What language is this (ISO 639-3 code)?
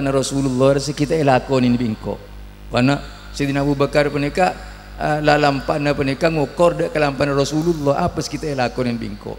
mad